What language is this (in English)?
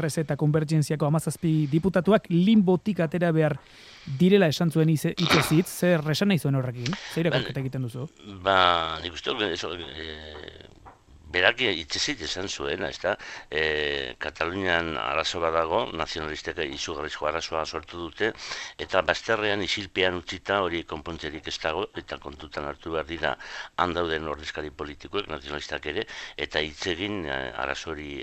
Basque